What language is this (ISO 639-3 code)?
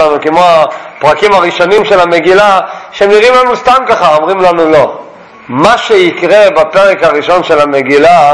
heb